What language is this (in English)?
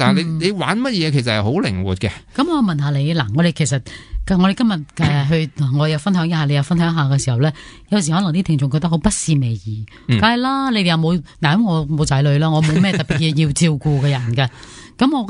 Cantonese